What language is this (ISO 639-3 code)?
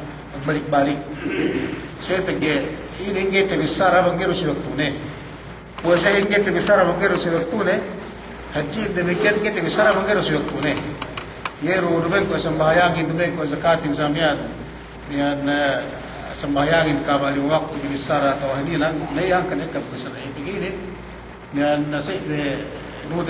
yka